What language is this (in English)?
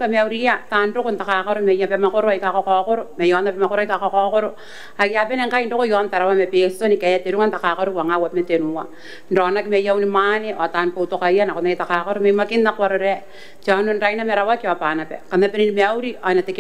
Gilbertese